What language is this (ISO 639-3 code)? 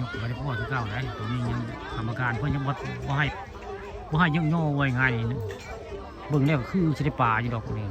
tts